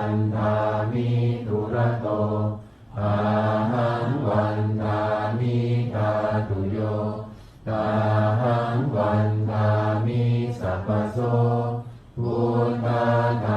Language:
Pali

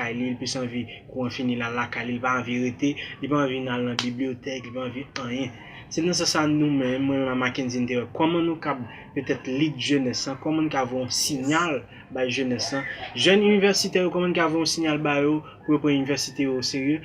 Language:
Haitian Creole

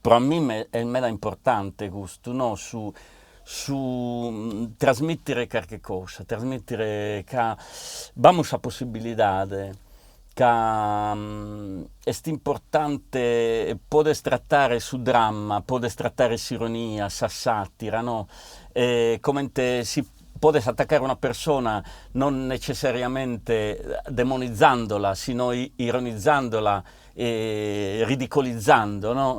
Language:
Sardinian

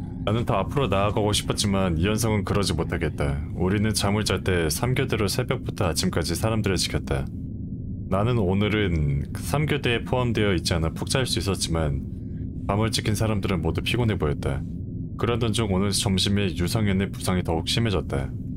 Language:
Korean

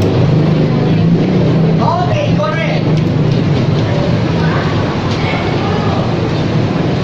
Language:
Filipino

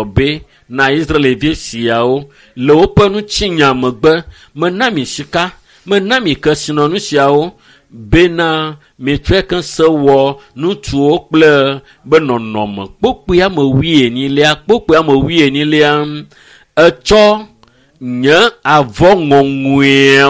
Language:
Ewe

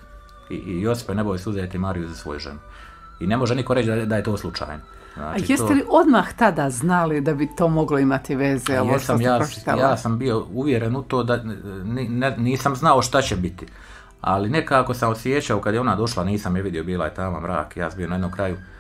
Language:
Croatian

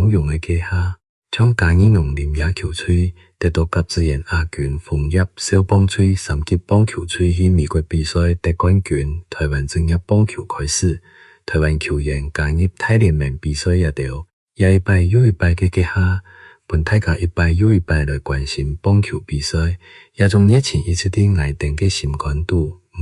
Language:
Hakka Chinese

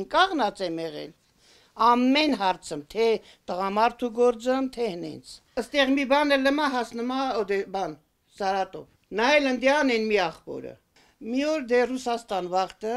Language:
Armenian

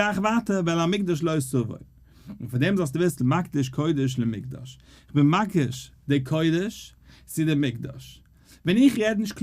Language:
Yiddish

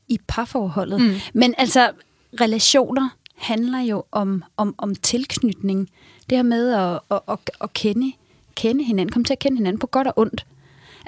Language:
Danish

